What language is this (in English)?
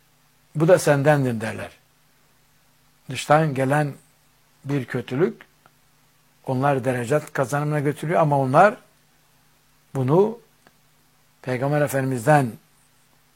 Turkish